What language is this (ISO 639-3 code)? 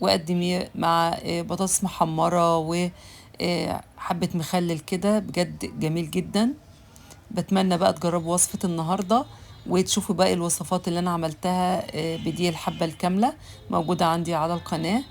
arz